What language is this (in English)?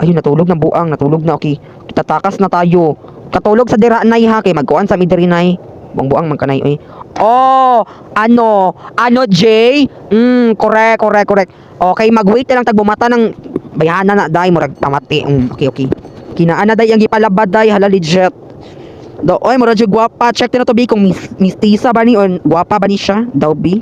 Cebuano